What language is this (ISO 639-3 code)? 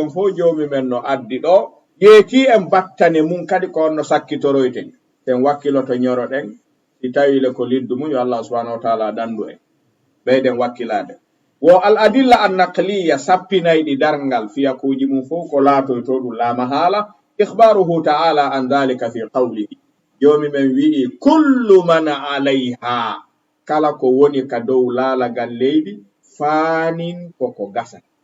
ful